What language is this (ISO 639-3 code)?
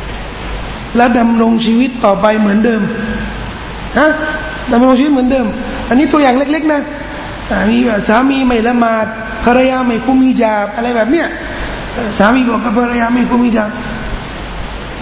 tha